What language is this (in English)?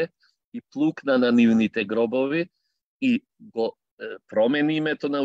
Macedonian